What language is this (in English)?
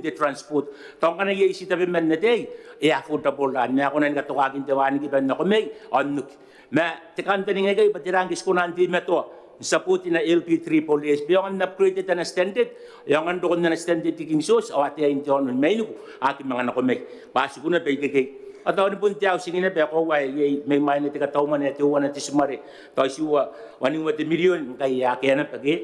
Gilbertese